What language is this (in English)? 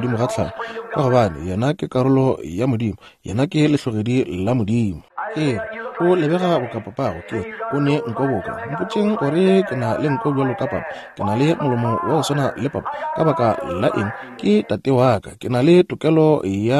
Northern Sotho